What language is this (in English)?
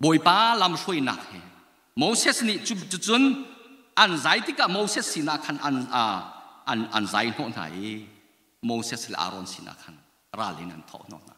Hakha Chin